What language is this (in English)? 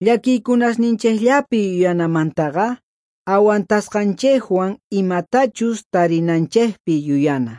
South Bolivian Quechua